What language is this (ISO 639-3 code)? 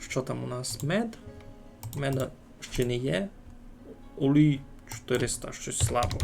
rue